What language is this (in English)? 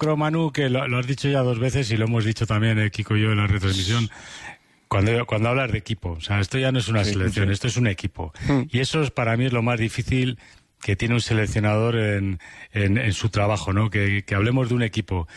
Spanish